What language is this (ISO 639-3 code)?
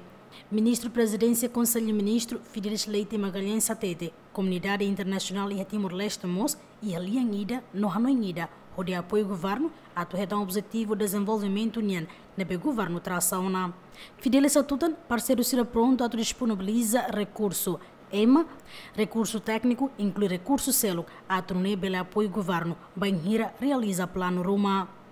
tet